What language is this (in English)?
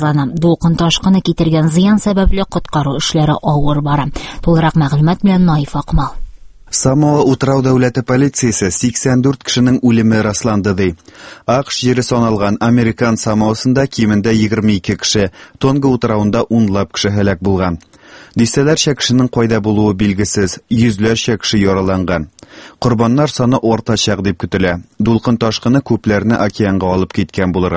Tatar